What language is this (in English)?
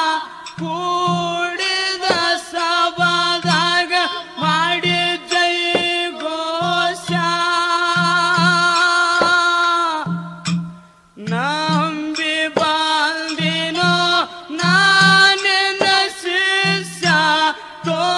Kannada